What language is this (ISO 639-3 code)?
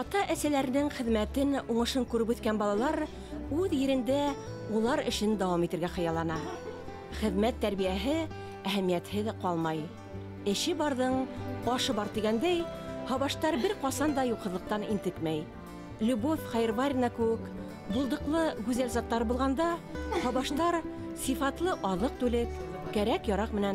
bak